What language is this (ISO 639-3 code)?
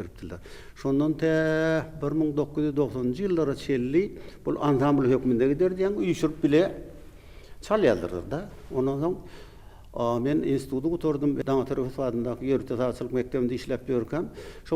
tuk